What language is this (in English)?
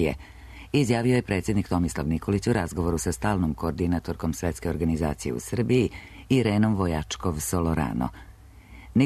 Serbian